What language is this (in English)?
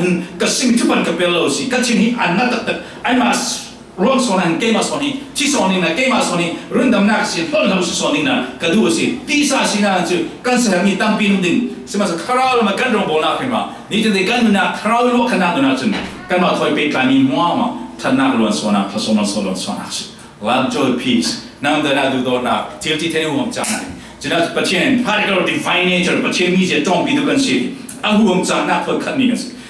Falam Chin